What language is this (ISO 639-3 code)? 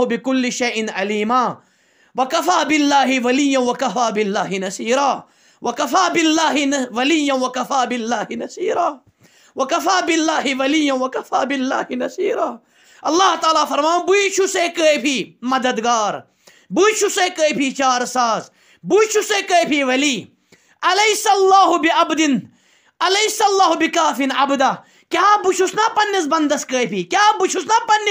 kas